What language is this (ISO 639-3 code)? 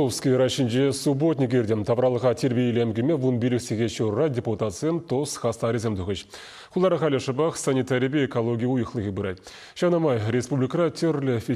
chv